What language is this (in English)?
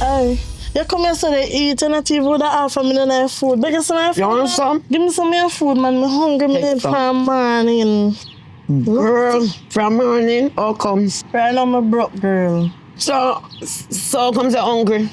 Jamaican Creole English